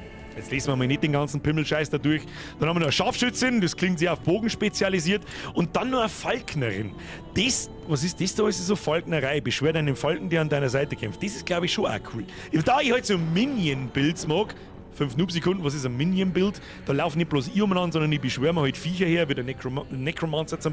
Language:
Bavarian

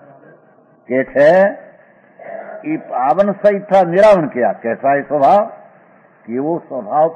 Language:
Gujarati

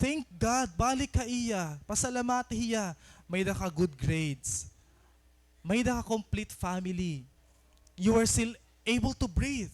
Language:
Waray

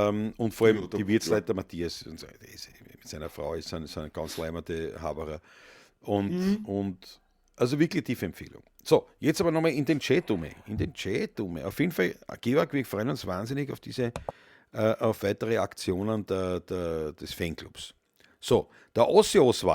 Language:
Bavarian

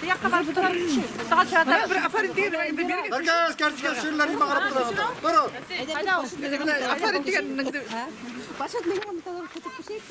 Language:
Bashkir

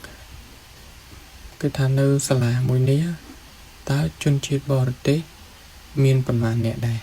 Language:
Khmer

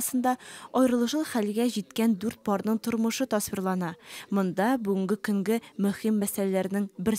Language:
Tatar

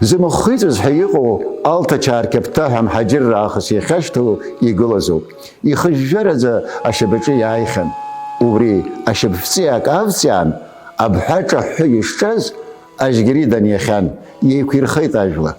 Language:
Abkhazian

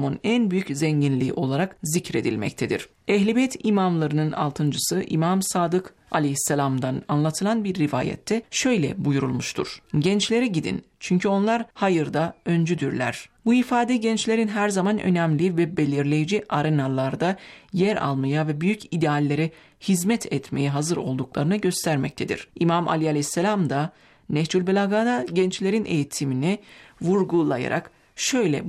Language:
Turkish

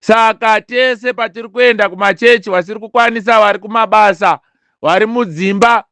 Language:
Shona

